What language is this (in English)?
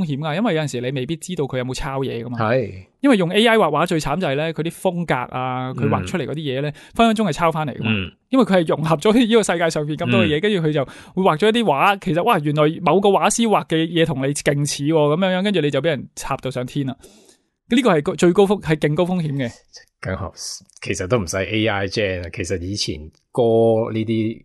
Cantonese